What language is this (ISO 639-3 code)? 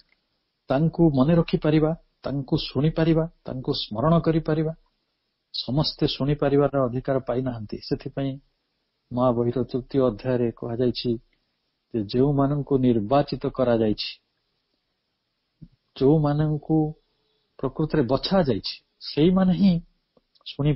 ori